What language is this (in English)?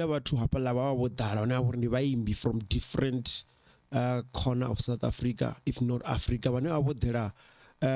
Venda